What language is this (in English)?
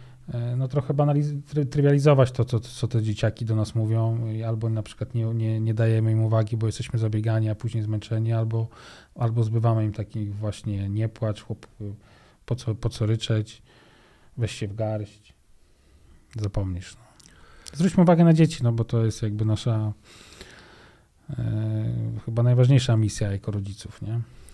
Polish